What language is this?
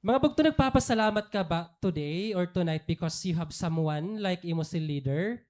Waray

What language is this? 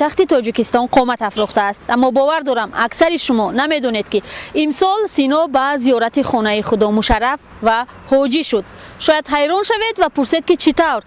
Tajik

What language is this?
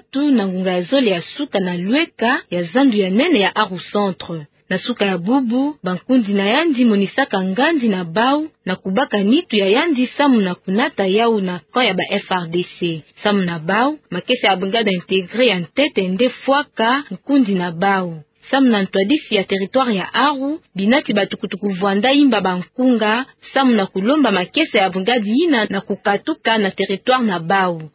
Kituba (Democratic Republic of Congo)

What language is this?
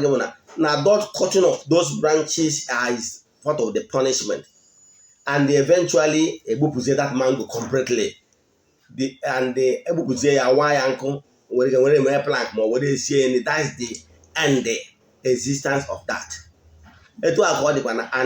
Igbo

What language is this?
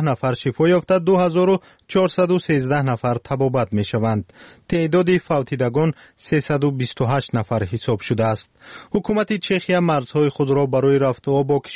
Persian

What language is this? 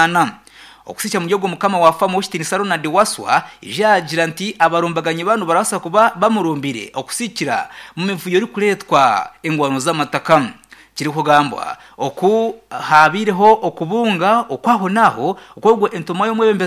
Nyankole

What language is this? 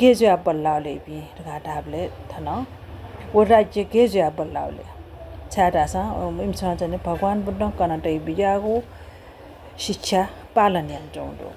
Newari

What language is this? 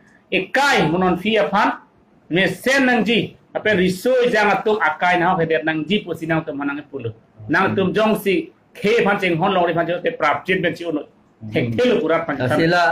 Karbi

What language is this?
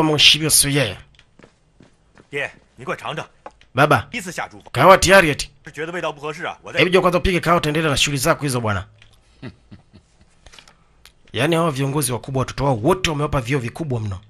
Swahili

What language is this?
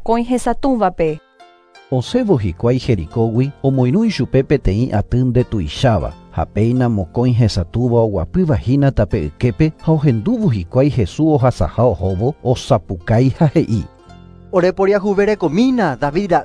Guarani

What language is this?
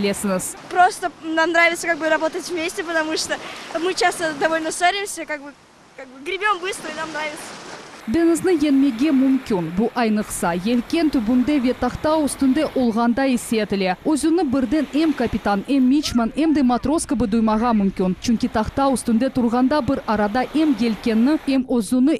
Crimean Tatar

